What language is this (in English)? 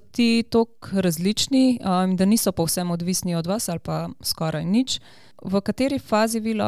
Slovenian